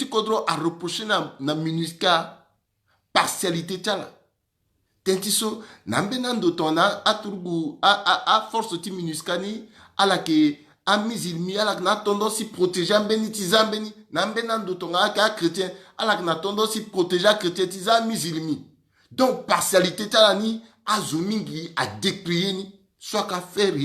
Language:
Sango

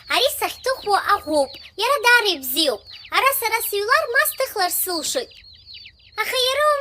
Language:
Abkhazian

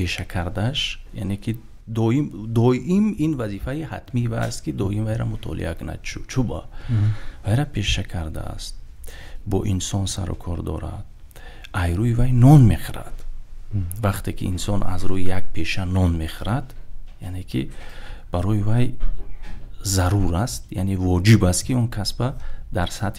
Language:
Tajik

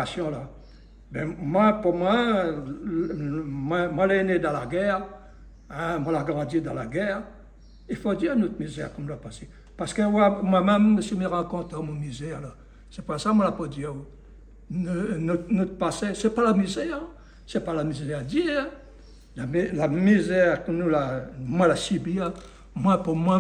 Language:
Réunion Creole French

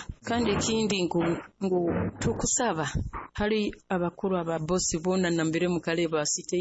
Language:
Nyoro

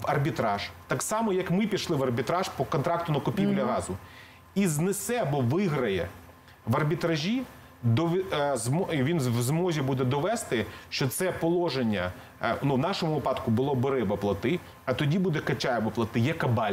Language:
Ukrainian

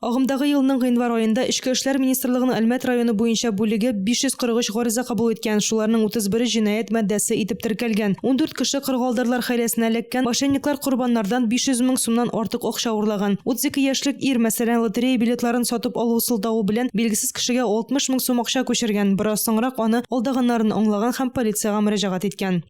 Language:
Tatar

